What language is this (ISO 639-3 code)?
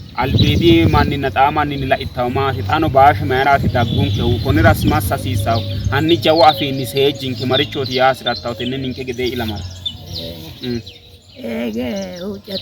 sid